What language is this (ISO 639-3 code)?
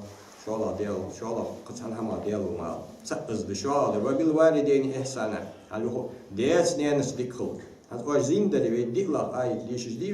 inh